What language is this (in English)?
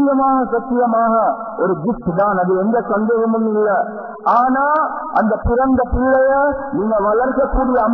Tamil